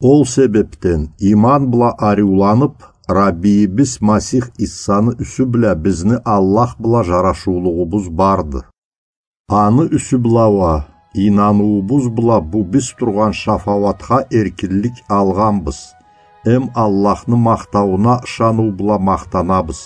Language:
Karachay-Balkar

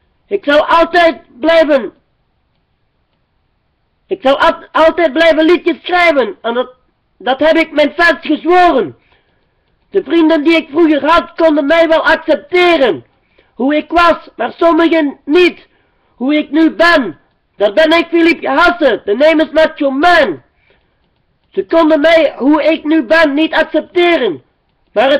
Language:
Dutch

